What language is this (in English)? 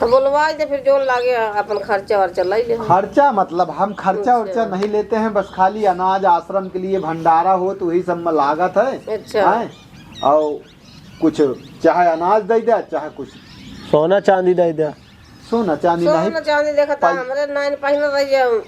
Awadhi